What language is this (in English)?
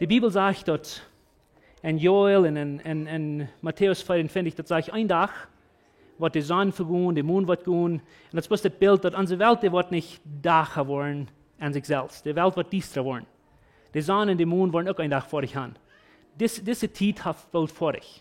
Plautdietsch